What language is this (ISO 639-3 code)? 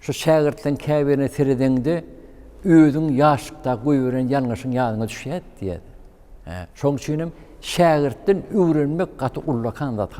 tuk